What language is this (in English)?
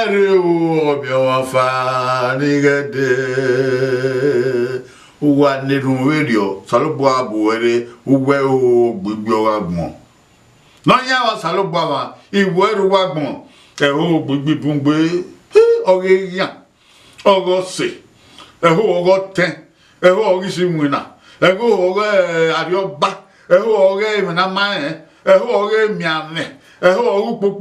Bini